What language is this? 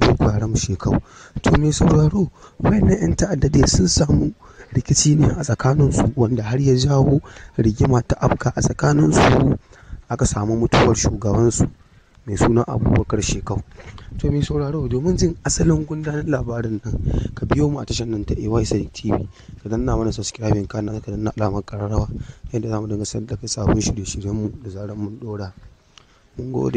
Hausa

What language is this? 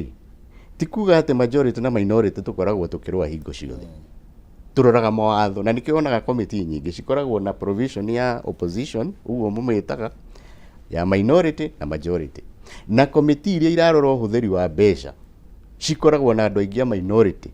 Kikuyu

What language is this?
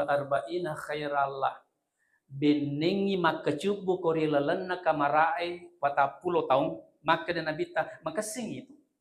Buginese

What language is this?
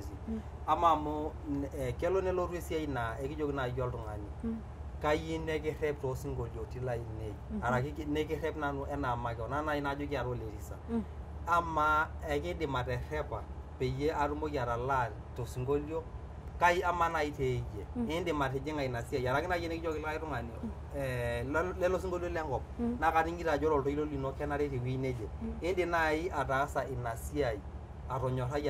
Masai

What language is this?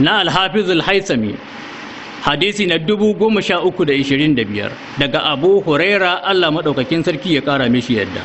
Hausa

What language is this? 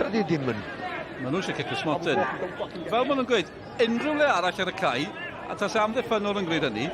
Welsh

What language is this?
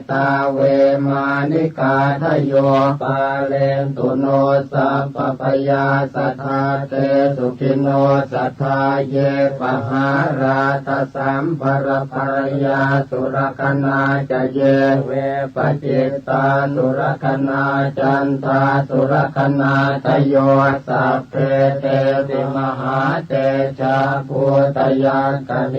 Pali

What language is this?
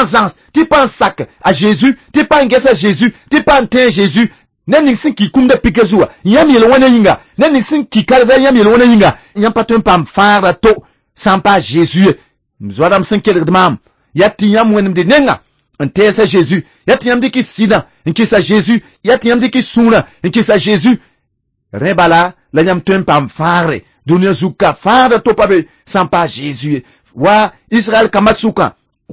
Mossi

